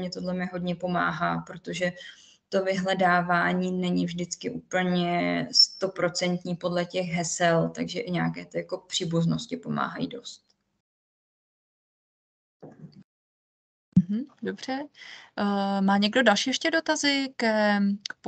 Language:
Czech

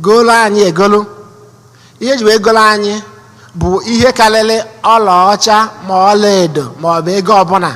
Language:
Igbo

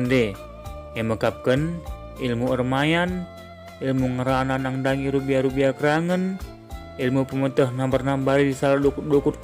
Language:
Batak Karo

